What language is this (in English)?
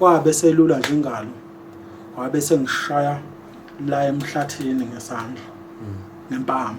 Zulu